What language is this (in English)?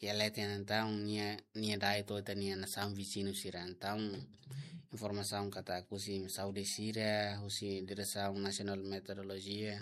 Tetum